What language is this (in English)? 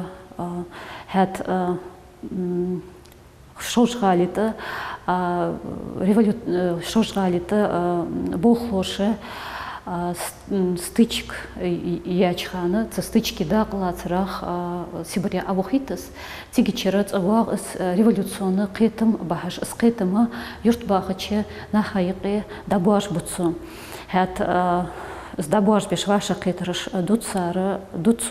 Ingush